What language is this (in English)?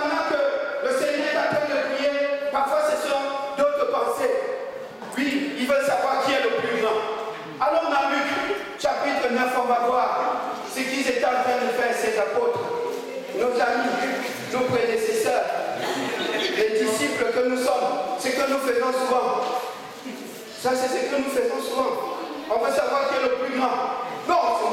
French